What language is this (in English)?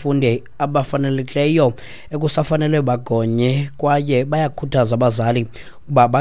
Xhosa